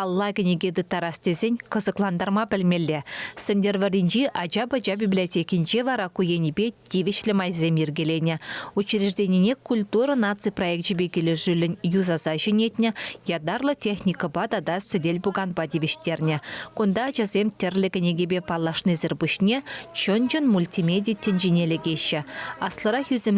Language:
Chuvash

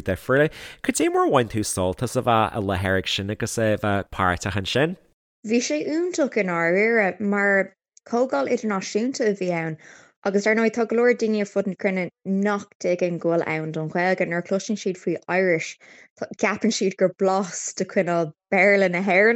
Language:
Irish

